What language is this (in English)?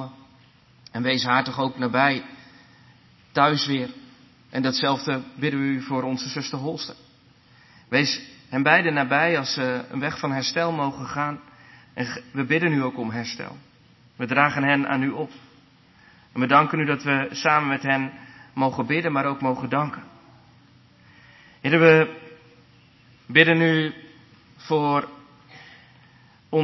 Dutch